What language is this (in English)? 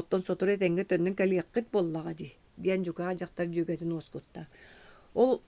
Yakut